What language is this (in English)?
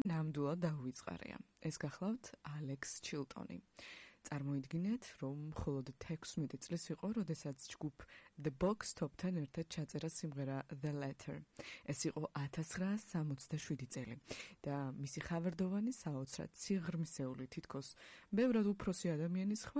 Georgian